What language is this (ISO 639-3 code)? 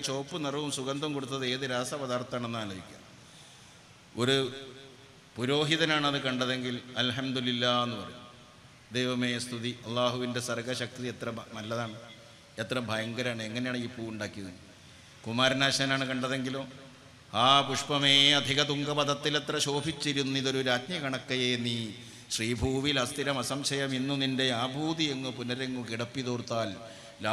mal